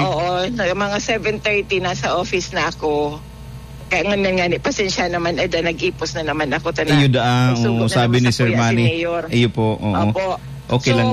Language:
Bikol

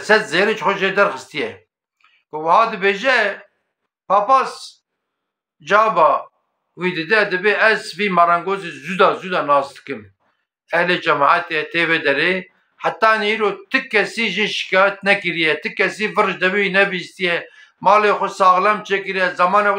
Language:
Kurdish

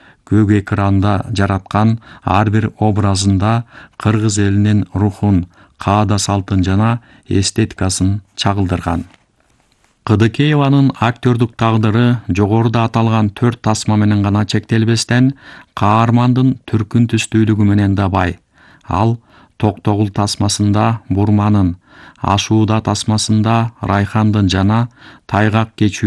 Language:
Kyrgyz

